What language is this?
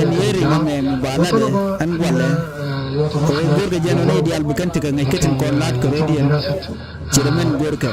Nuer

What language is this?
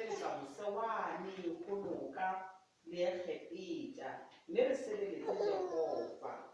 Southern Sotho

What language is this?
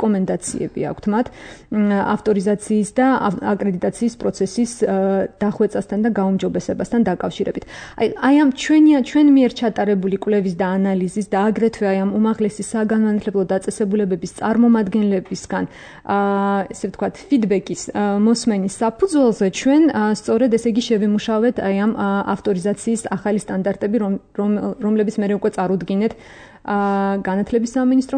Georgian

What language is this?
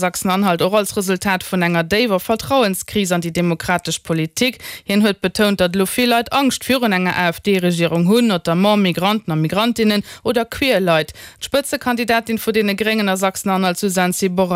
Luxembourgish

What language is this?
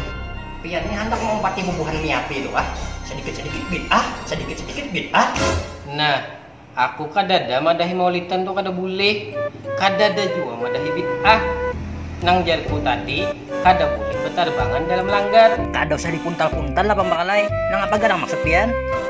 Banjar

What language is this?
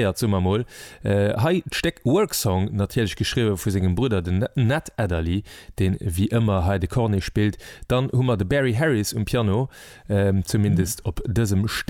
Luxembourgish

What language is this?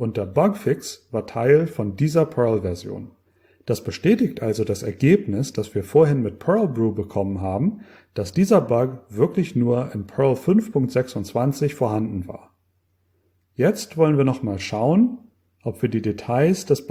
German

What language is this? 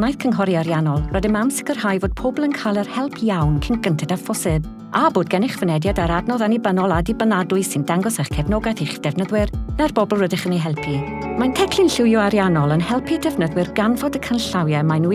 Welsh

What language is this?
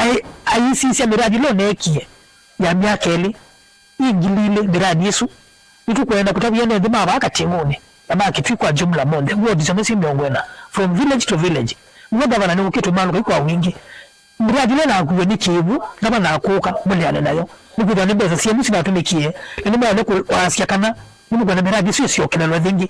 Kamba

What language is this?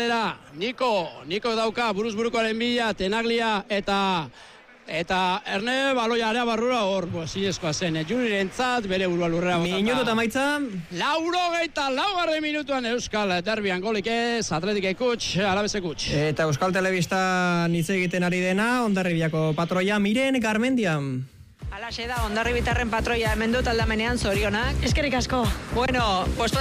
Basque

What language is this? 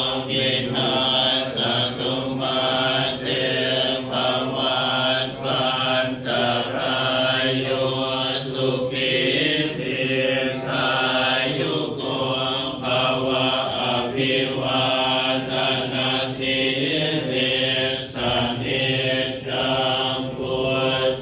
Pali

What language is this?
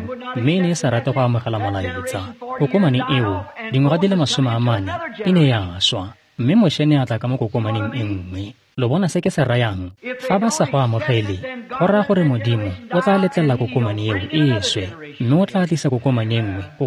Tswana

